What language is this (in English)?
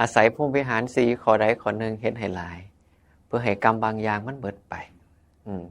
Northeastern Thai